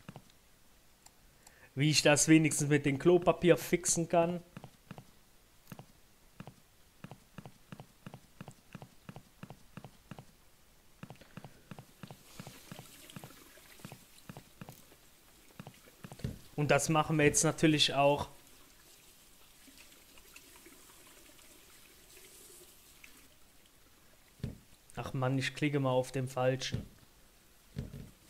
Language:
German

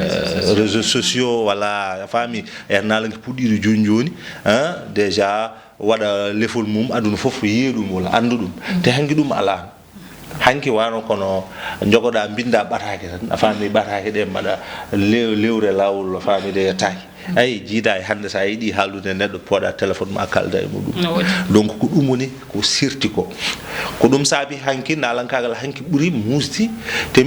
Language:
Fula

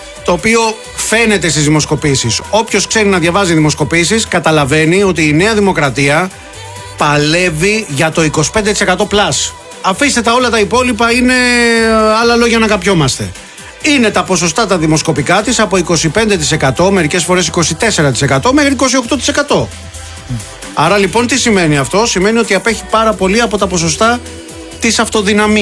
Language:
Greek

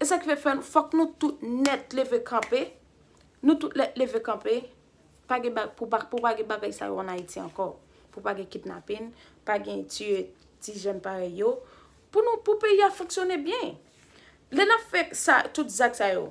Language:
Haitian Creole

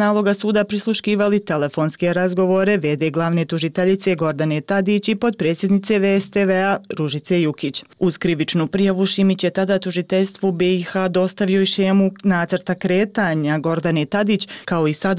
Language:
Bosnian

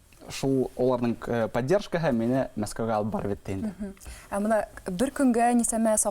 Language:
Bashkir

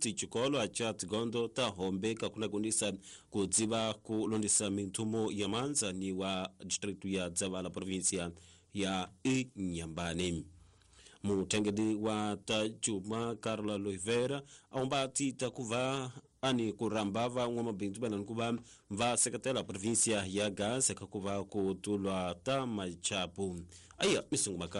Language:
Tsonga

